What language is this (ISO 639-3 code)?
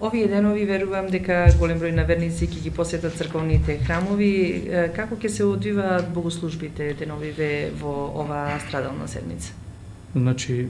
mkd